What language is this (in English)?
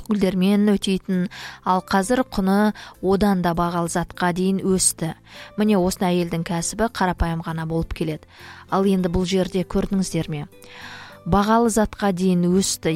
Kazakh